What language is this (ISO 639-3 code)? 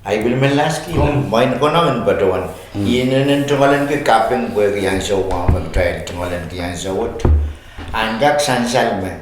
pon